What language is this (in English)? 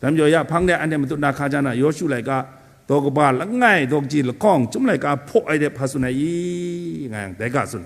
Kachin